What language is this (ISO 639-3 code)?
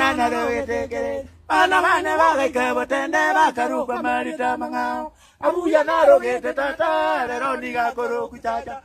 guz